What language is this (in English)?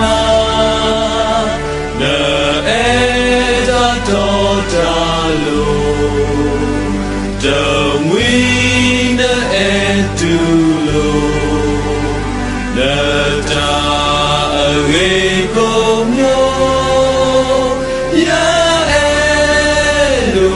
S'gaw Karen